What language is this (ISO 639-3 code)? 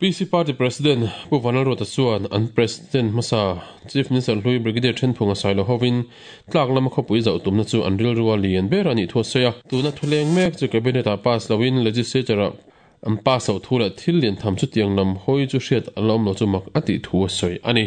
lus